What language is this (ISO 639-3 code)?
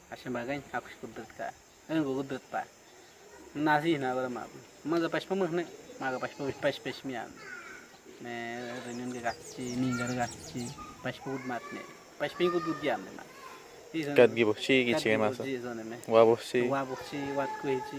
kwi